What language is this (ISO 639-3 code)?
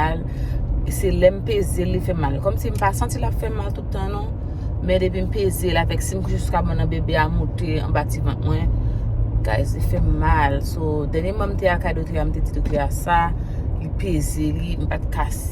hat